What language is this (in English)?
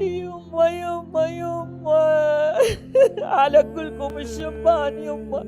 Mesopotamian Arabic